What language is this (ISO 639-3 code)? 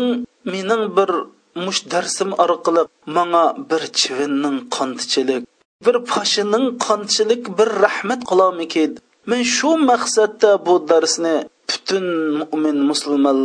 uig